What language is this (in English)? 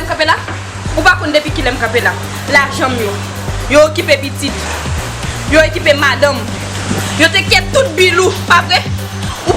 Haitian Creole